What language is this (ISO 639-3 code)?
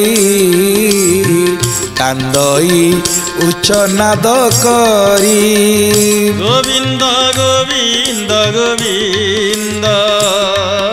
ori